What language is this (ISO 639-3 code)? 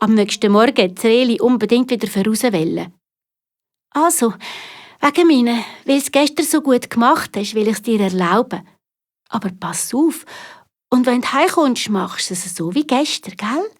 gsw